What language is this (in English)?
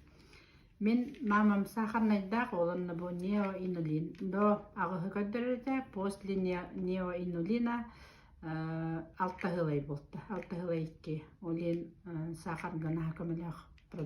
Yakut